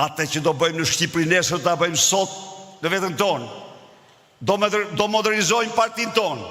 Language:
Albanian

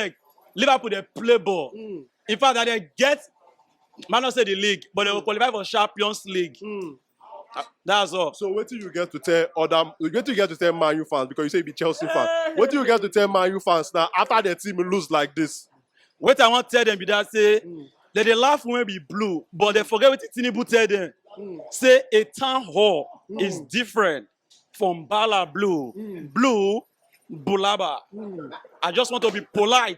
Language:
Nigerian Pidgin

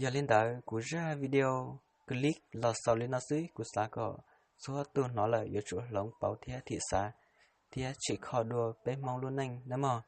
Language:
Hmong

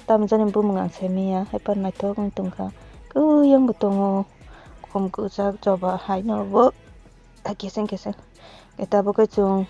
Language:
Kok Borok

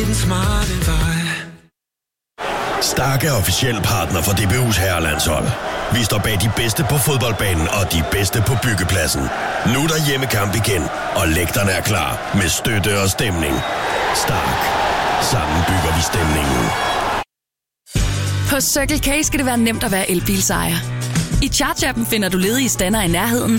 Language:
Danish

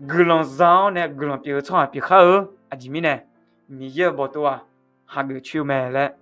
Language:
Akha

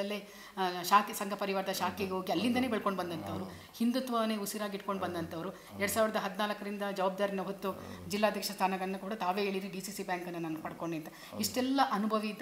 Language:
Kannada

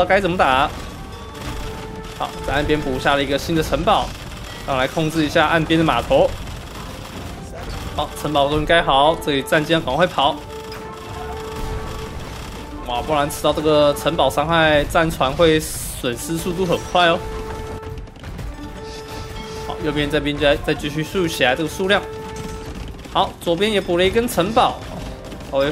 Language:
Chinese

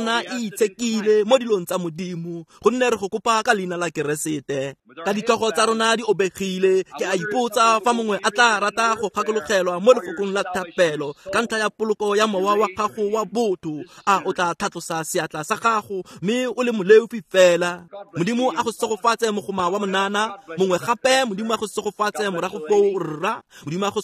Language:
Tswana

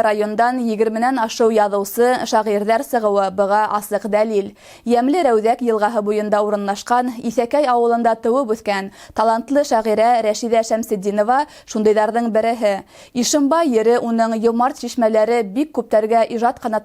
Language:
Bashkir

